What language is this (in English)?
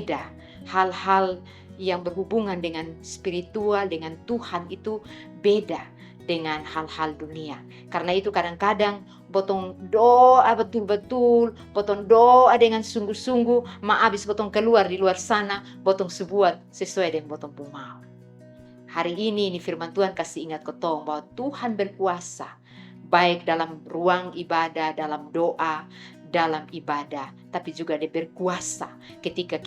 Kupang Malay